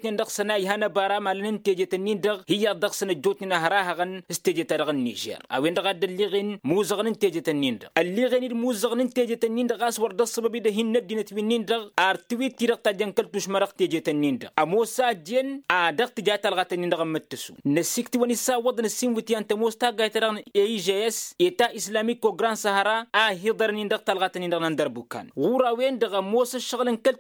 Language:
Tamasheq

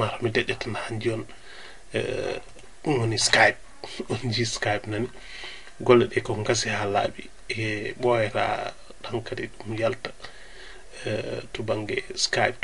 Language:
Fula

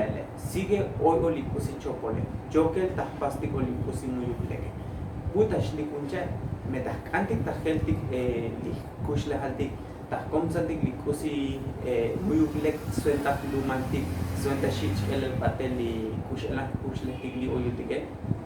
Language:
Tzotzil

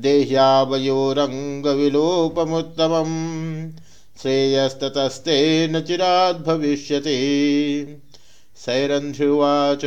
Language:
Sanskrit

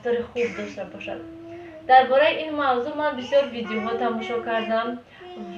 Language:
Tajik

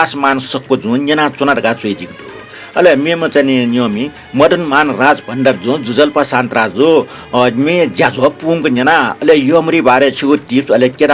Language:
Newari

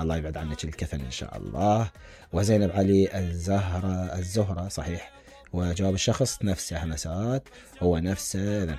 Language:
Mesopotamian Arabic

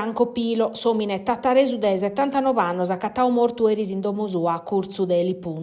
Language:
Sardinian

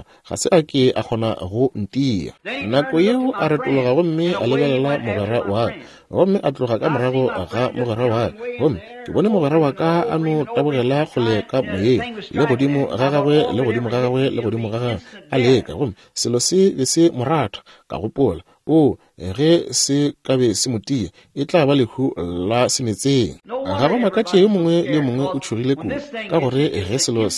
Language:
Northern Sotho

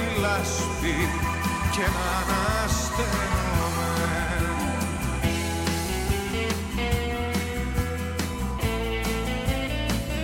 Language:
Greek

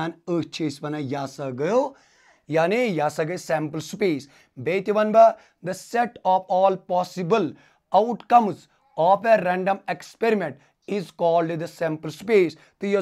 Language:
Kashmiri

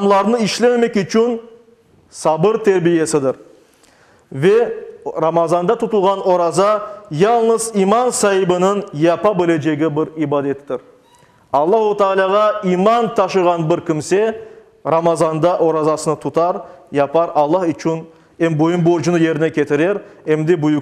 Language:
Crimean Tatar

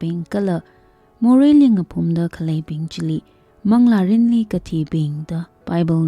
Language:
Tangkhul Naga (India)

